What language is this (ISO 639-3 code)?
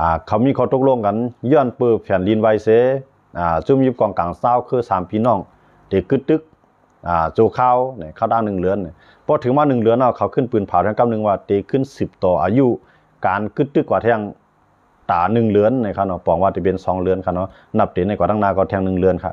lao